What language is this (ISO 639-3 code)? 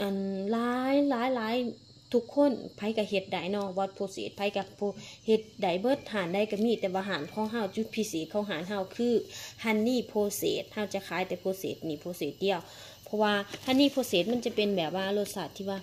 lao